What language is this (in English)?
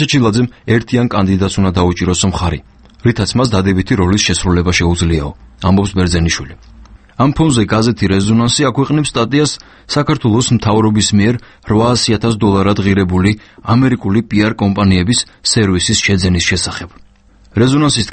Georgian